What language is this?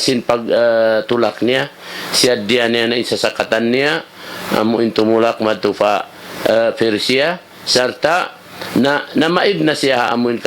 Tausug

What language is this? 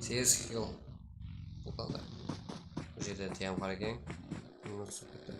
Kara-Kalpak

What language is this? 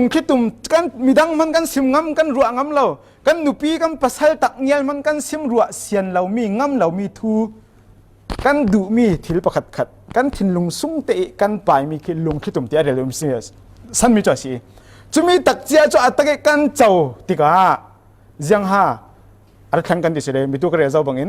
Falam Chin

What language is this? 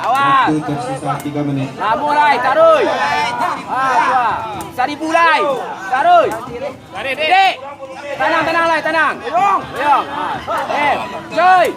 Minangkabau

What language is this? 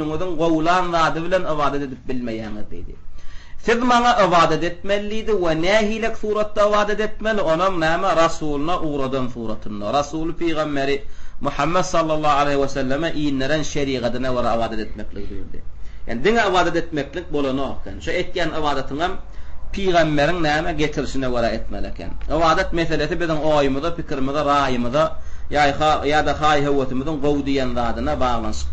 Turkmen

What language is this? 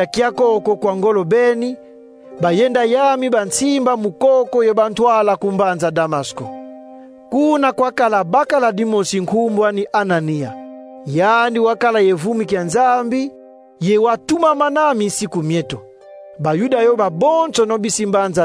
Kongo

